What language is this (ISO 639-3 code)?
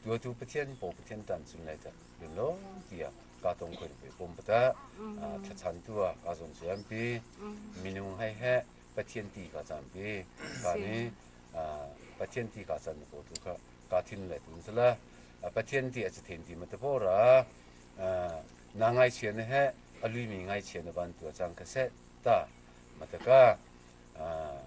cnh